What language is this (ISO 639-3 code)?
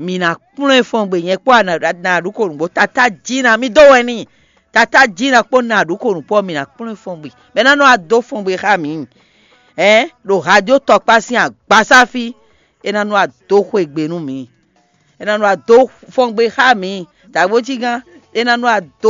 fon